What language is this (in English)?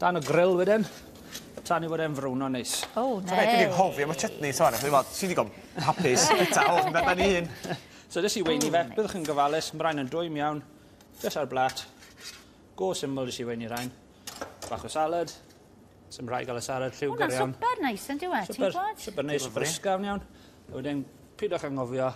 Welsh